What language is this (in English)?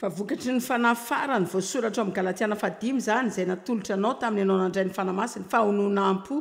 Malagasy